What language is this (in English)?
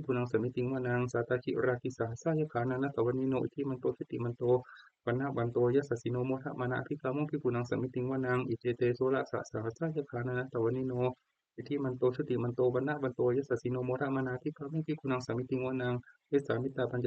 Pali